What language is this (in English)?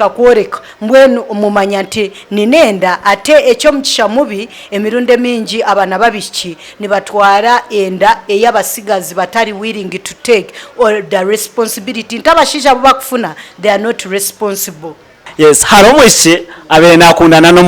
Nyankole